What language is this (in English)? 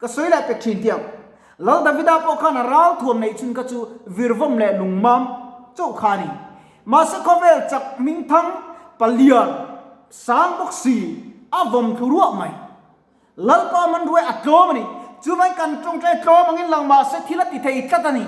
Mizo